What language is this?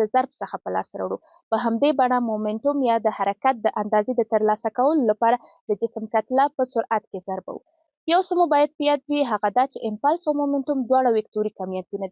Pashto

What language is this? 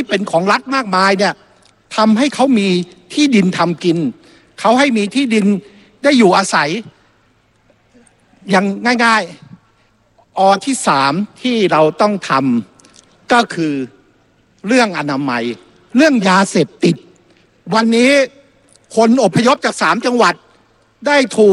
Thai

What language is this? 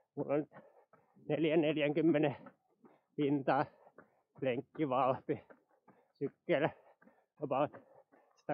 Finnish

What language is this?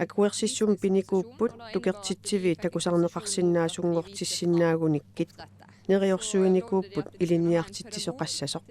Kalaallisut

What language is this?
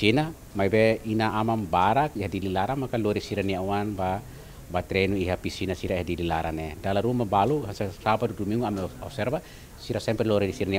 Tetum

